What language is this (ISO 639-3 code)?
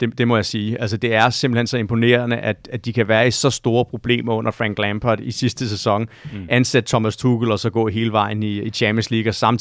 dan